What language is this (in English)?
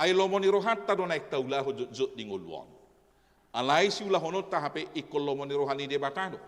Batak Toba